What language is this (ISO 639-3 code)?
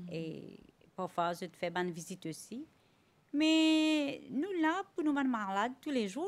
mfe